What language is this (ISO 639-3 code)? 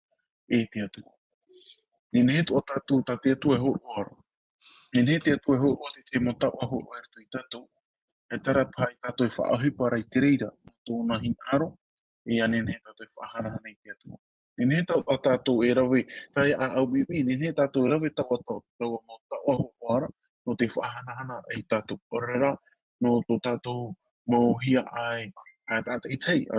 tah